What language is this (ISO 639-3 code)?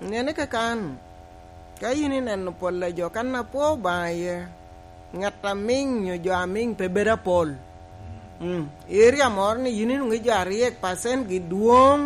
laj